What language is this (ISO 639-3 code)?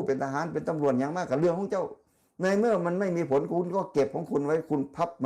tts